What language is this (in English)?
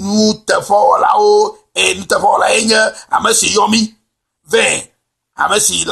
Ewe